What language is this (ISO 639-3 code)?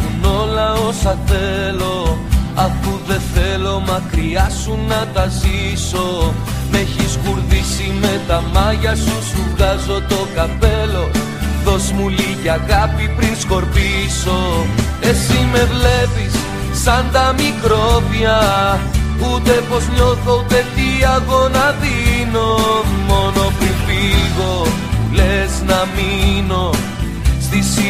ell